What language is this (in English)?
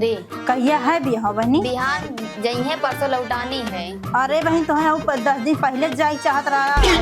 Awadhi